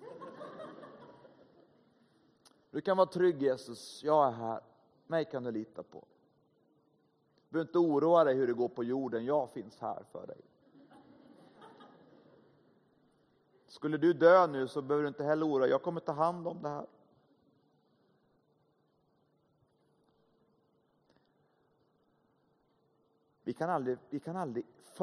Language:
Swedish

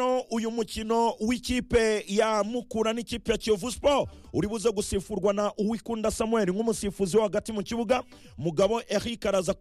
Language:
Kinyarwanda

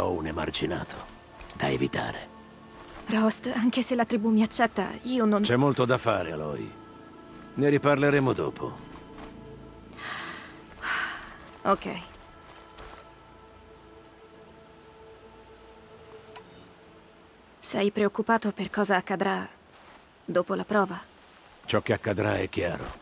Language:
Italian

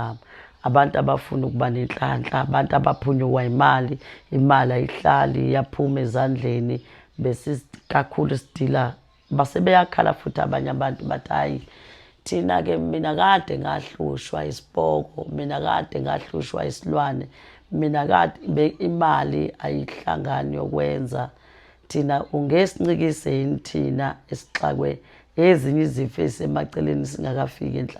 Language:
Zulu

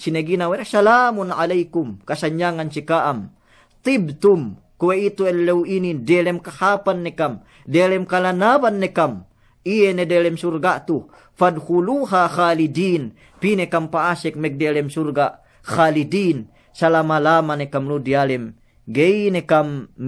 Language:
Yakan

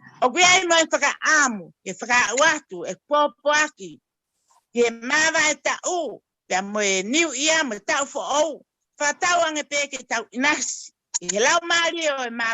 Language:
Tongan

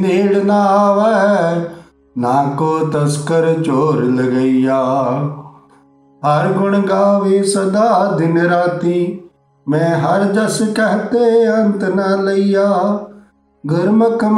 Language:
Punjabi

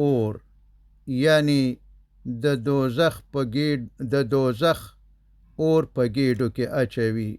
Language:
Pashto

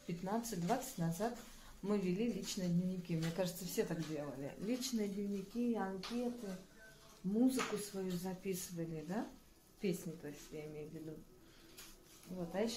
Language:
Russian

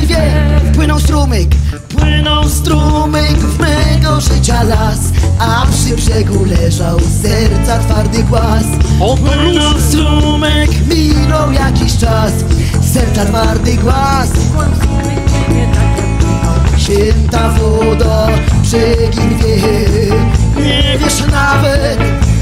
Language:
Polish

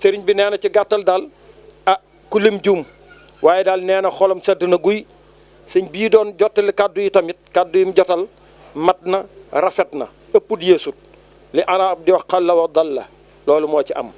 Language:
Wolof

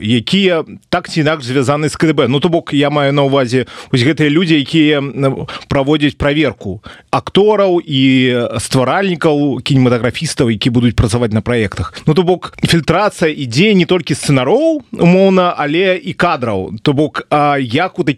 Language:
Belarusian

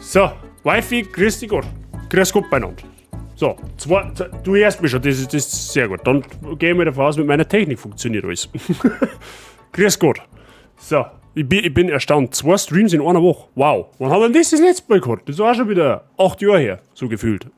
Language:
Bavarian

